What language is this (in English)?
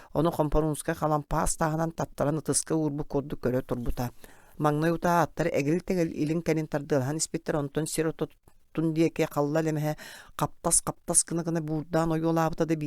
Yakut